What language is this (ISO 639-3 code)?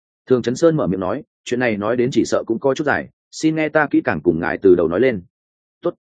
vie